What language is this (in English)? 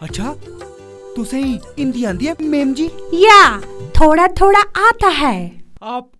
Dogri